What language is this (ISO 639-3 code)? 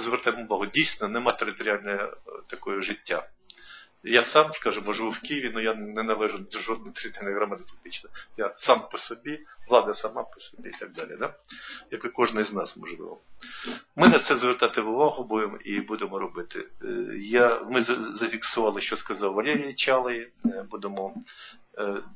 ukr